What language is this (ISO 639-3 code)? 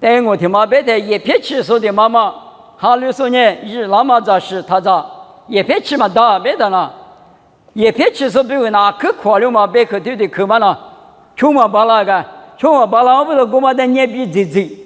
lis